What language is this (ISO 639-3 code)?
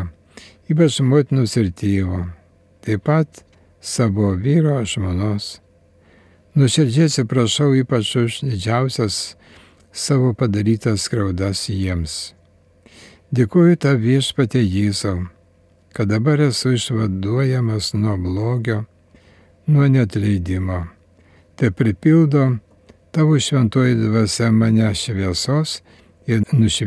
lit